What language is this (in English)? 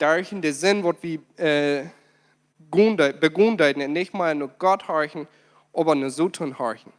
Plautdietsch